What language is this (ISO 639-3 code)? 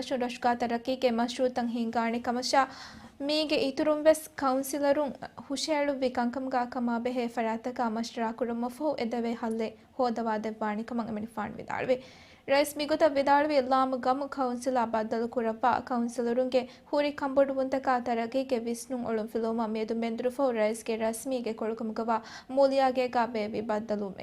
div